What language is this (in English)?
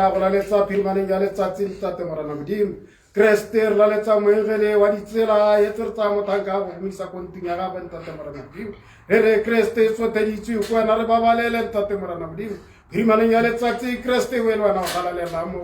Tswana